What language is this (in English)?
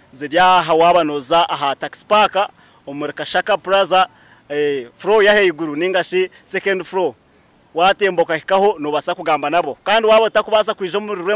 Nyankole